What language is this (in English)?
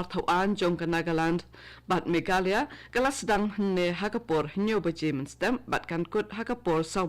Khasi